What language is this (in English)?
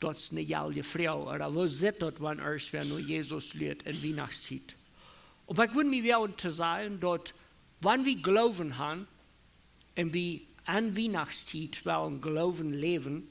Plautdietsch